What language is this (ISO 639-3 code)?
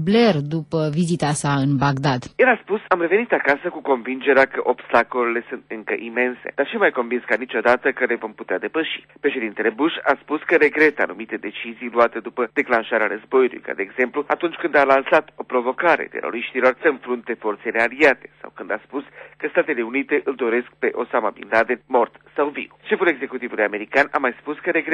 ron